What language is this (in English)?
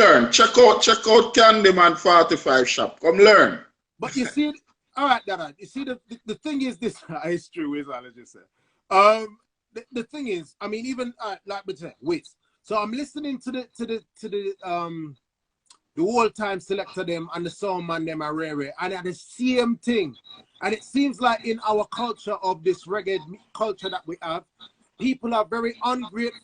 Jamaican Creole English